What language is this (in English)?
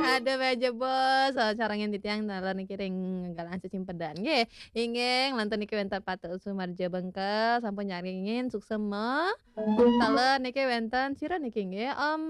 Balinese